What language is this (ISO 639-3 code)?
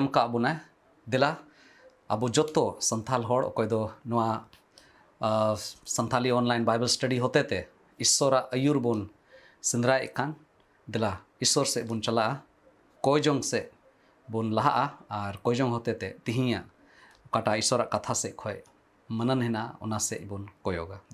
sat